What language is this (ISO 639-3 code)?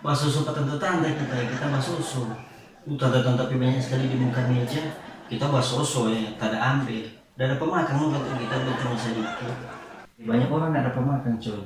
xmm